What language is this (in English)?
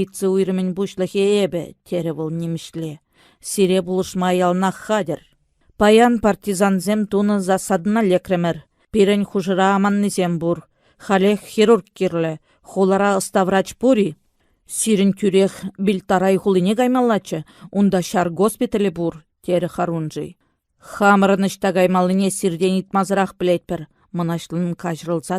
Chuvash